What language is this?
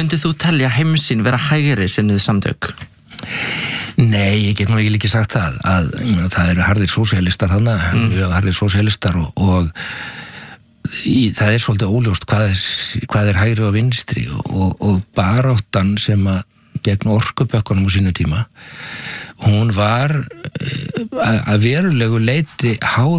Icelandic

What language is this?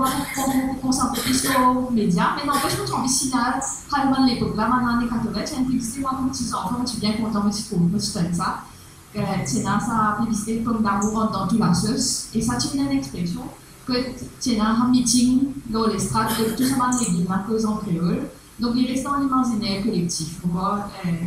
Morisyen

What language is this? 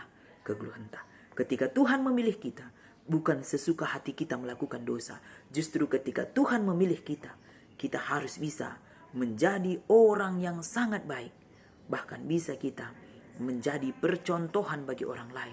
Batak Karo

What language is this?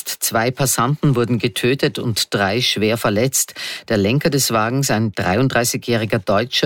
German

